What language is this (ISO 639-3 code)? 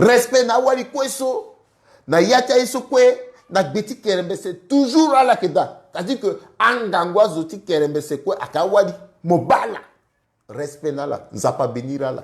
sag